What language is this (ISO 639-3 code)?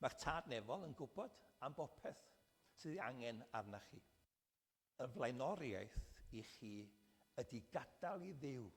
cym